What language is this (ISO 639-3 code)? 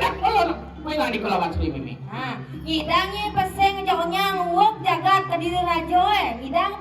ban